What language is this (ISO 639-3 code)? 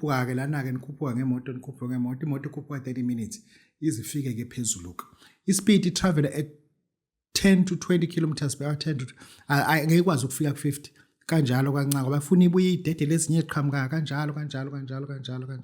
zul